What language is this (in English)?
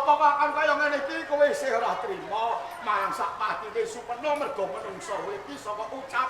Javanese